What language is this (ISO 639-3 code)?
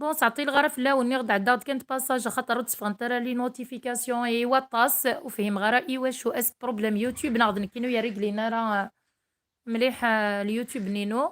kab